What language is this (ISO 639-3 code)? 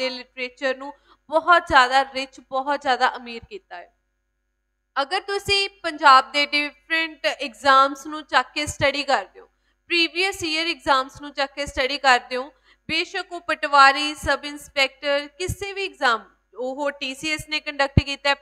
pan